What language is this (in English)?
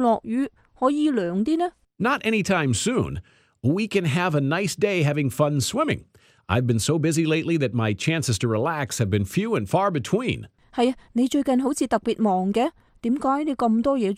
Cantonese